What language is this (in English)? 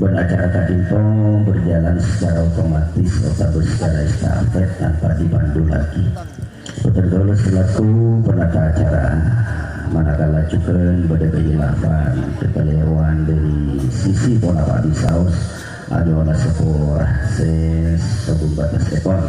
Madurese